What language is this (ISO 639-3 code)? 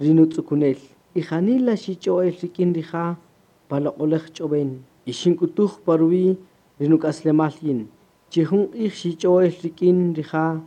cak